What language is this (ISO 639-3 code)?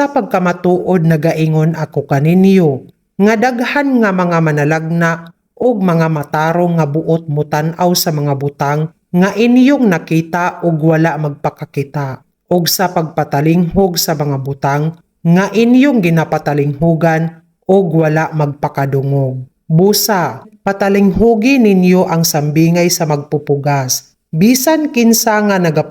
ceb